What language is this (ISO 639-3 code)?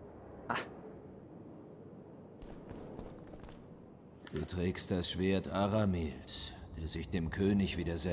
deu